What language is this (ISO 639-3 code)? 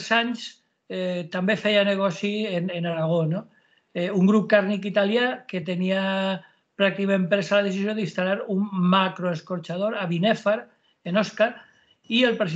cat